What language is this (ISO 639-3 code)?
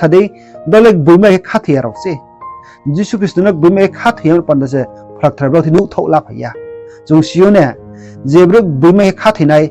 ria